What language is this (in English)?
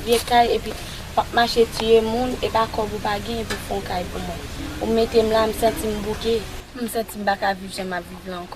Haitian Creole